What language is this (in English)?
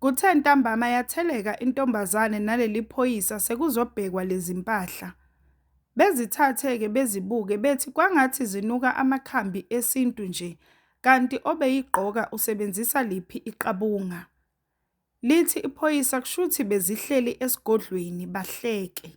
Zulu